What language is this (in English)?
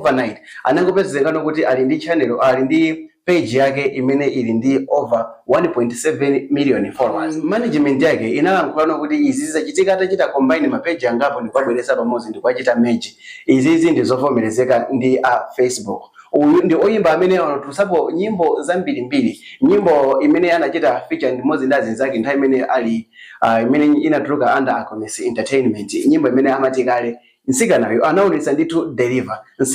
Nyanja